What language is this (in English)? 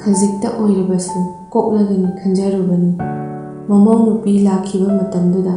Manipuri